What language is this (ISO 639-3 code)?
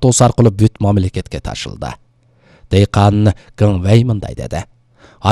kir